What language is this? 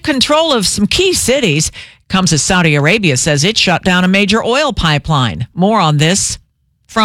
English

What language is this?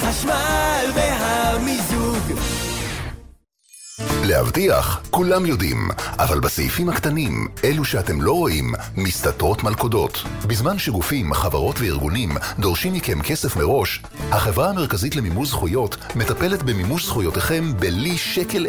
Hebrew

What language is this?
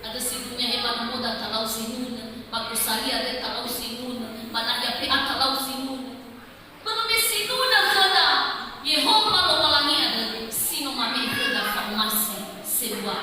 Nias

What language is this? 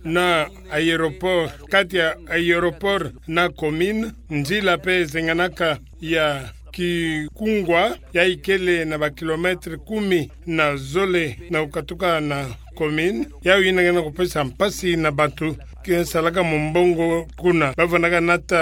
Kituba (Democratic Republic of Congo)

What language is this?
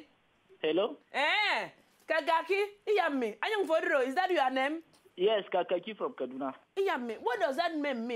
Nigerian Pidgin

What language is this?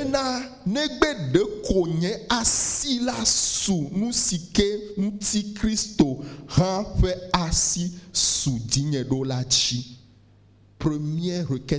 Ewe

